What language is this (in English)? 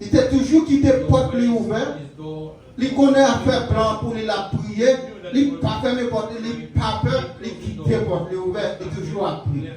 Haitian Creole